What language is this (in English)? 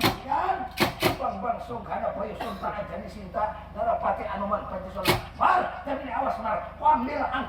Banjar